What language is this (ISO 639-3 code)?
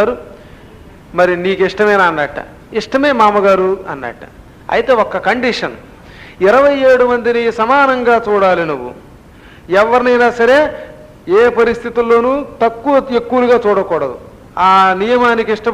tel